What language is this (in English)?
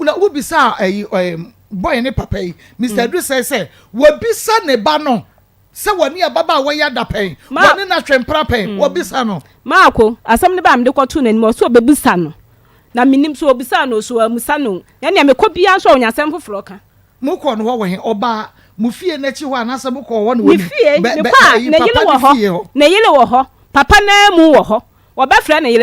Akan